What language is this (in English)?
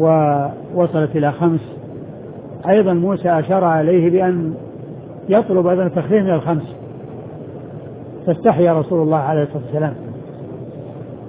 Arabic